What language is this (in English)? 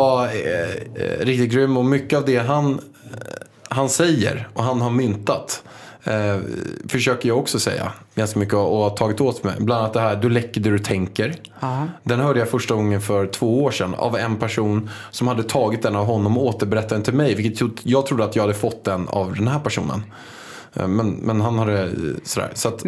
Swedish